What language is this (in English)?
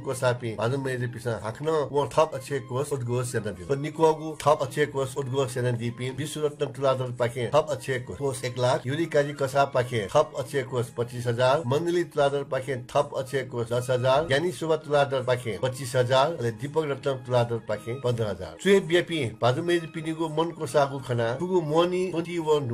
Newari